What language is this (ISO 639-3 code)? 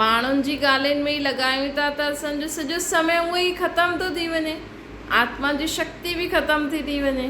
snd